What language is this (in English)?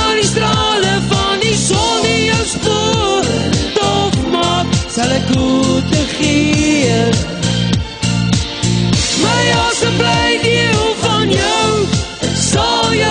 Afrikaans